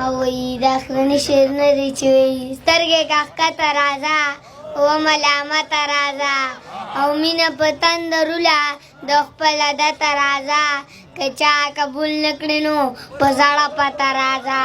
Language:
Pashto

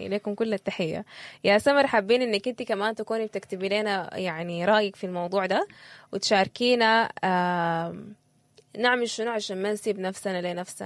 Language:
Sudanese Arabic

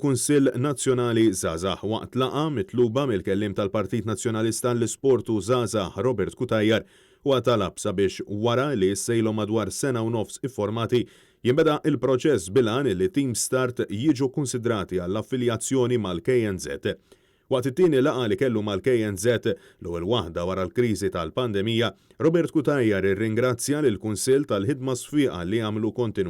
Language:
Maltese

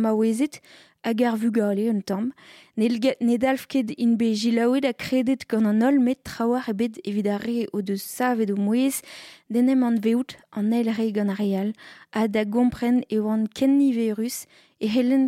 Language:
Breton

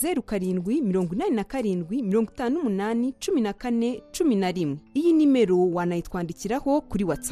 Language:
Kinyarwanda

